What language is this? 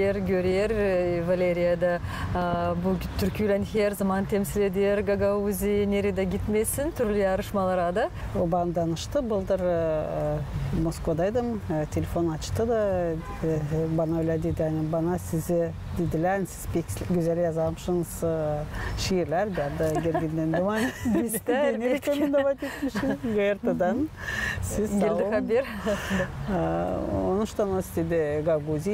Gagauz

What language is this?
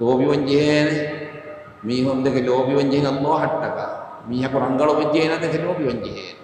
Divehi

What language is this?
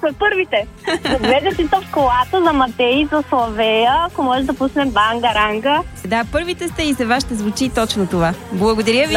Bulgarian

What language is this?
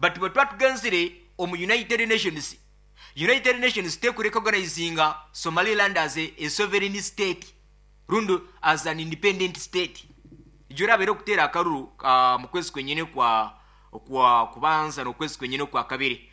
Nyoro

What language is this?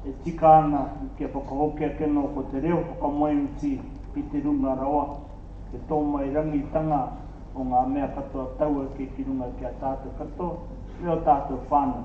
Māori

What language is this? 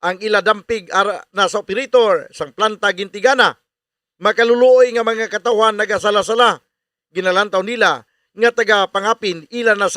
Hiligaynon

